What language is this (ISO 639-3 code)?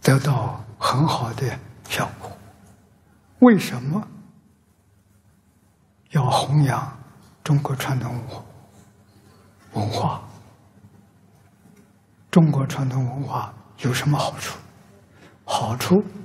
zho